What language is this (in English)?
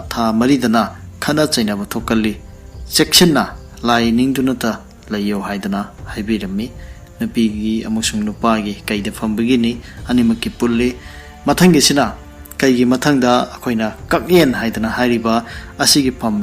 Manipuri